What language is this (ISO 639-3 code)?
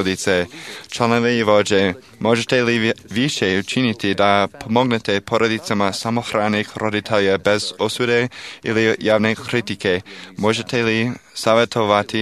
srp